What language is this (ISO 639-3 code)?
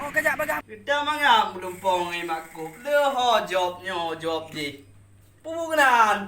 ace